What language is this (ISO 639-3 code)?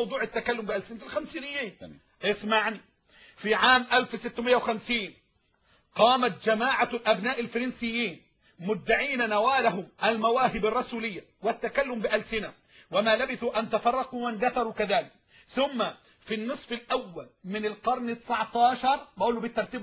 arz